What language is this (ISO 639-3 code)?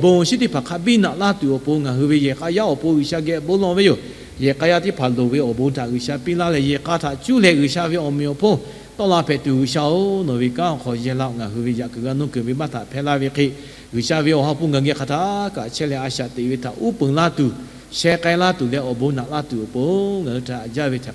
lhu